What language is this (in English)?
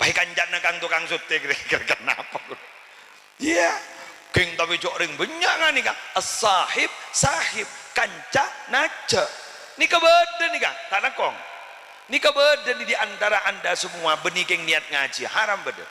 Madurese